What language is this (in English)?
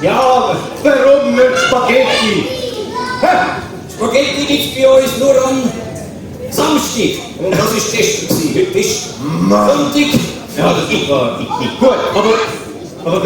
Swiss German